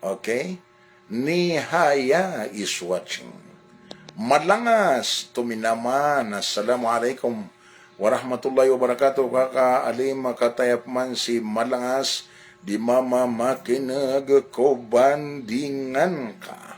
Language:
Maranao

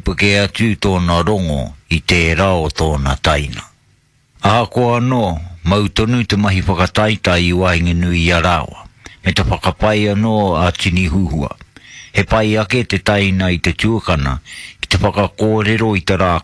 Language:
Māori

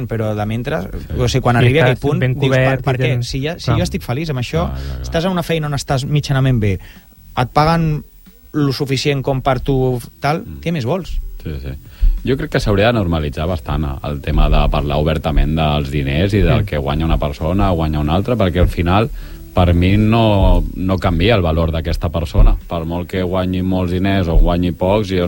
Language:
Catalan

